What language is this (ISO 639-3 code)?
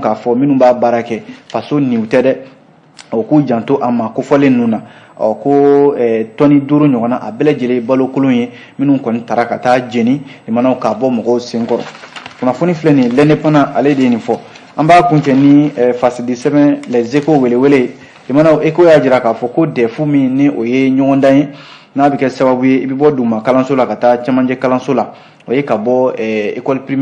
bam